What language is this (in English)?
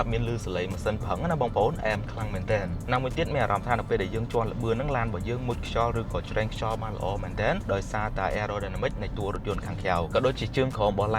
Khmer